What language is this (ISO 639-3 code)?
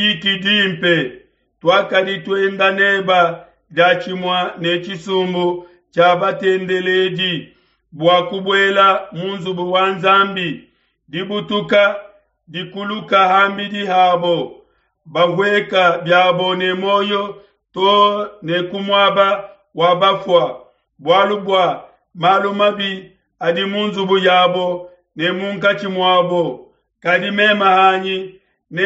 lua